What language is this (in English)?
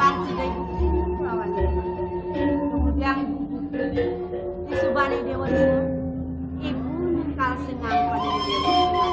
Balinese